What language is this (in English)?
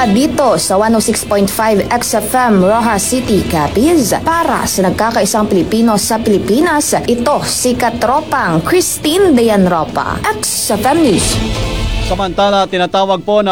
Filipino